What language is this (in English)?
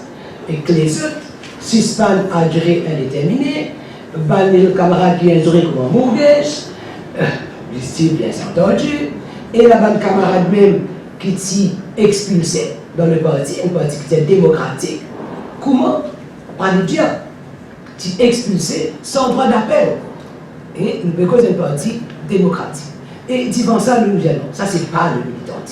Morisyen